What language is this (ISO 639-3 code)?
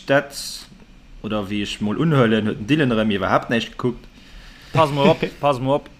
ltz